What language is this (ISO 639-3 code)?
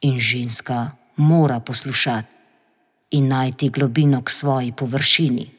slv